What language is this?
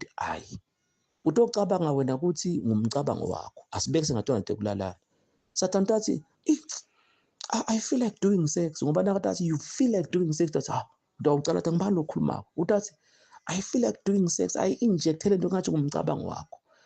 Zulu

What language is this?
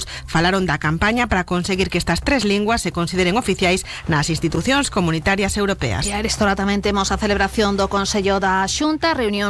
Galician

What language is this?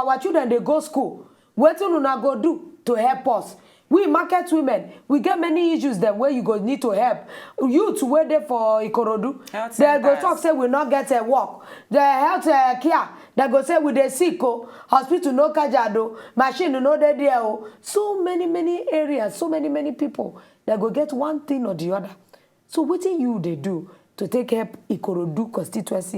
Nigerian Pidgin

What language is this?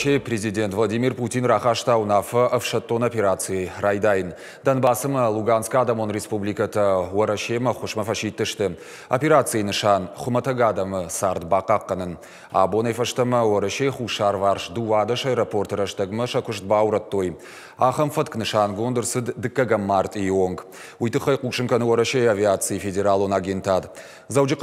Ossetic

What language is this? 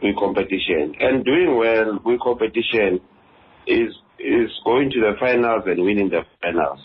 Xhosa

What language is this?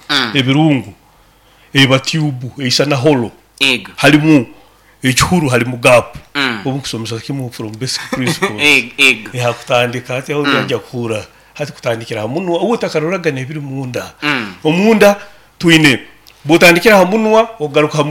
Nyoro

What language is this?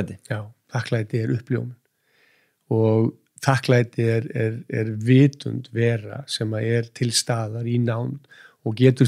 Icelandic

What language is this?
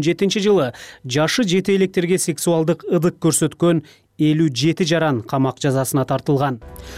Kyrgyz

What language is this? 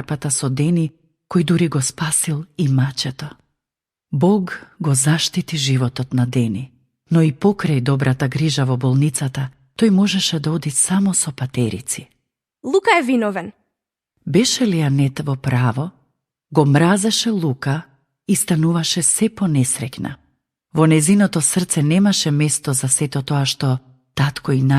Macedonian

